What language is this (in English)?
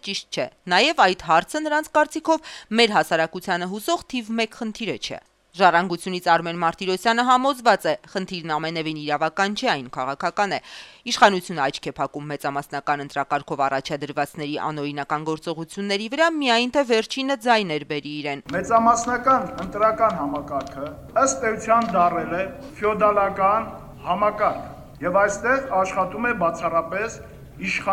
Armenian